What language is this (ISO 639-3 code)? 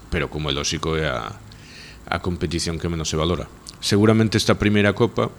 glg